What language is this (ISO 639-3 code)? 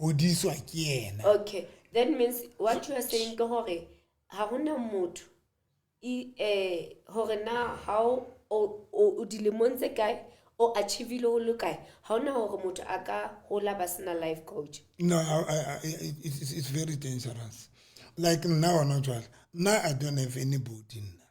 sot